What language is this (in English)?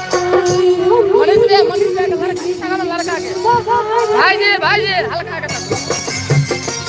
Maithili